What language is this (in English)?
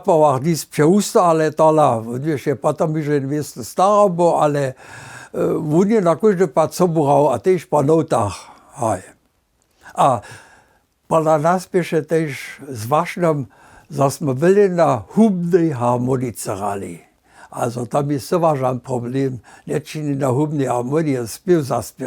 Upper Sorbian